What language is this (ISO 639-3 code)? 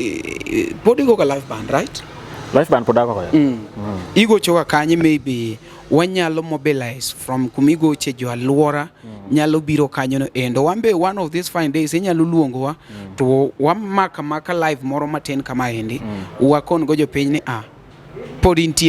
luo